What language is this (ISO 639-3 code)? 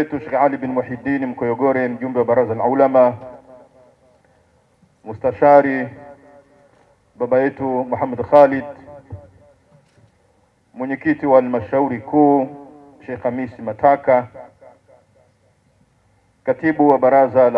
swa